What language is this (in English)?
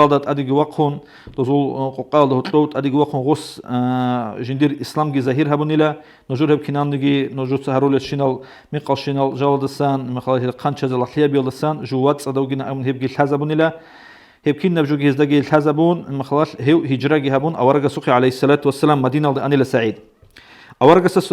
Avaric